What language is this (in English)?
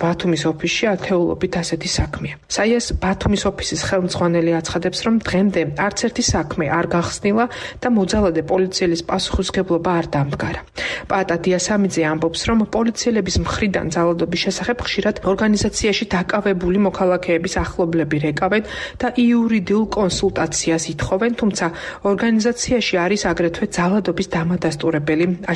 Georgian